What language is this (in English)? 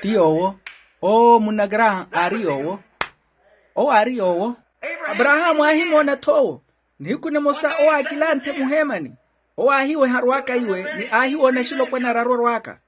Makhuwa